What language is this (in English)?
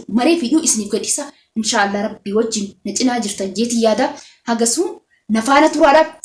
Oromo